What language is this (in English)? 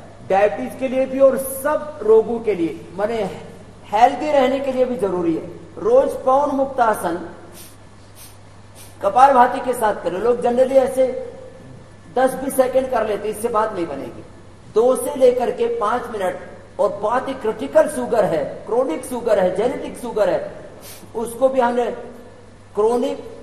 Hindi